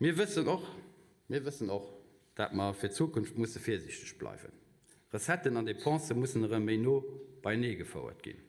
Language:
Luxembourgish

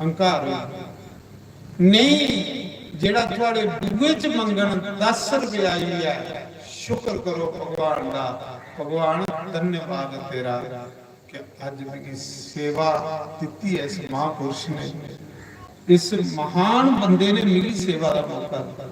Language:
Dogri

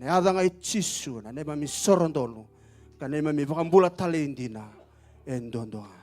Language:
Fijian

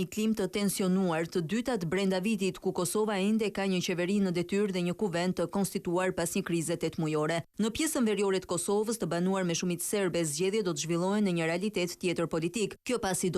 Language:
Albanian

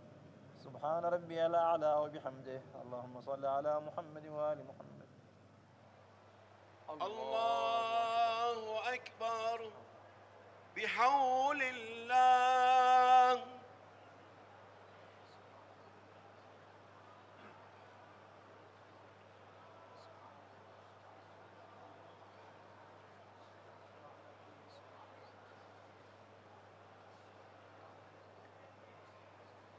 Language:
Arabic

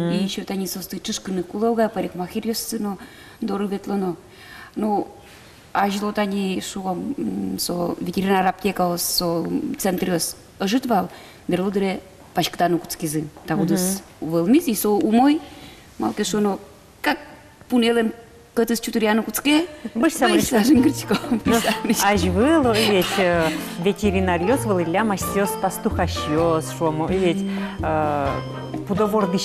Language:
Udmurt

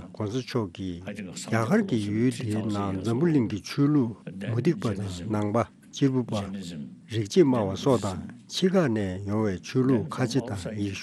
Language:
Tibetan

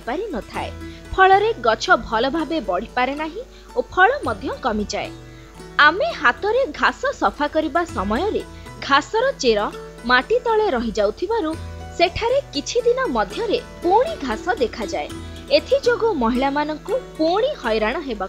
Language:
Odia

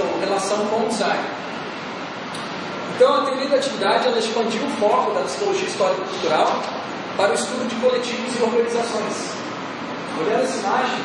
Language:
Portuguese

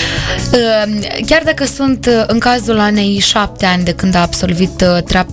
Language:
Romanian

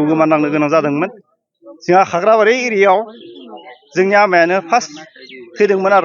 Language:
Bodo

